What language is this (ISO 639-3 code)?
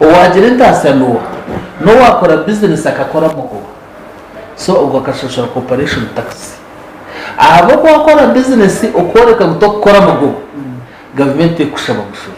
nyn